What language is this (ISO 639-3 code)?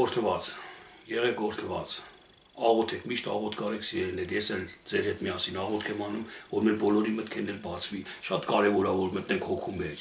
hye